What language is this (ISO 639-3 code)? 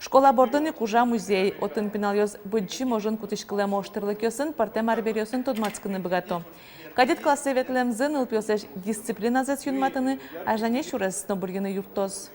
udm